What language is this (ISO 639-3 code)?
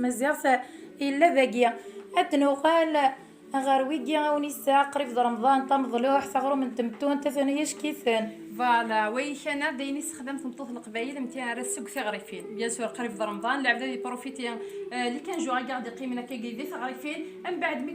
kab